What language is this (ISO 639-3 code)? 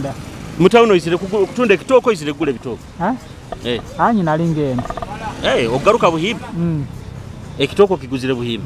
nyo